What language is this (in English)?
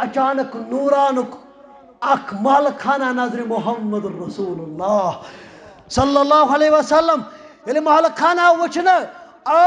Kashmiri